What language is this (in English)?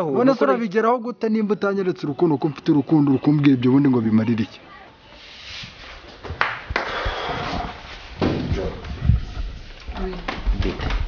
Kinyarwanda